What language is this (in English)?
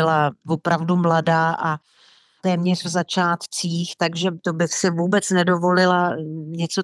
Czech